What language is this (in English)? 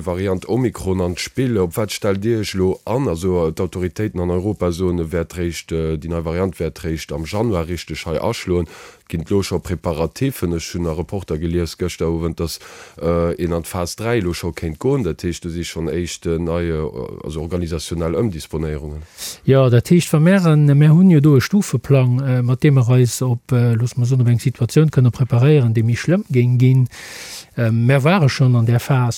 Luxembourgish